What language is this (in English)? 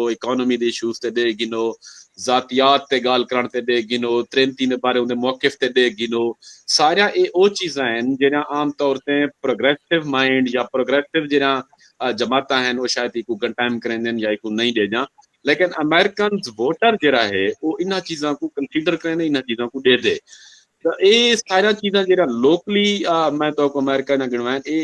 Saraiki